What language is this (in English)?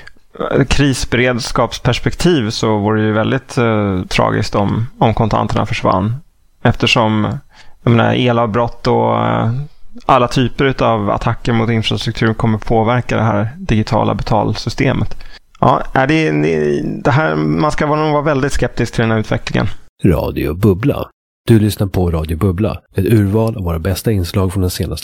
Swedish